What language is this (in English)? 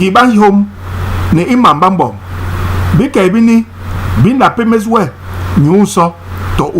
Basaa